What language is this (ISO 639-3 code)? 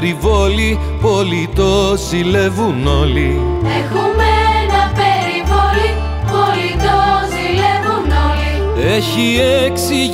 ell